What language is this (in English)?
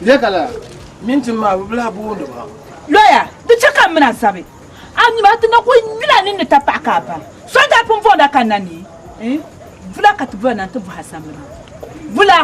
Dagbani